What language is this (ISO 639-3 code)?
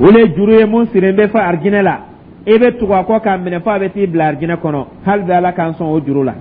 dyu